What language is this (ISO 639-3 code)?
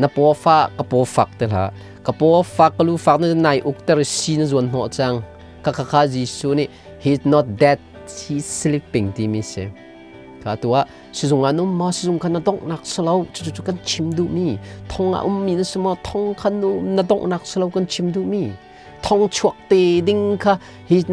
cnh